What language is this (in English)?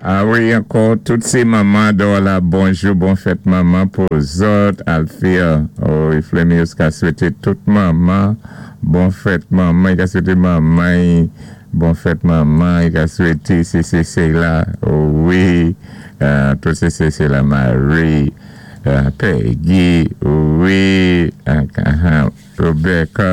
Saint Lucian Creole French